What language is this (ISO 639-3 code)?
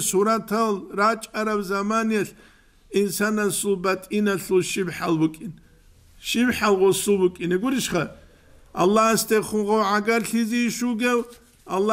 ava